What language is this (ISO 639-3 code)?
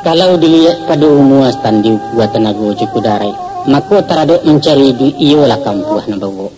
min